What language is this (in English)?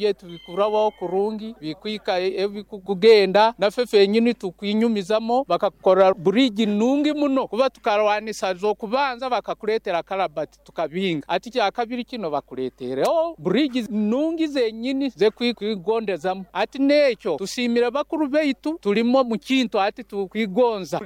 Nyoro